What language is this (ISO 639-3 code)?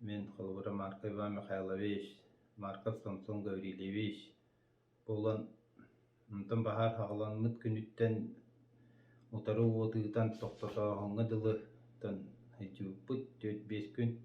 sah